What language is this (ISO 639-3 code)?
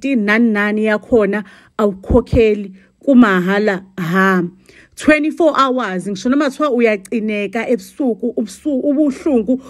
zul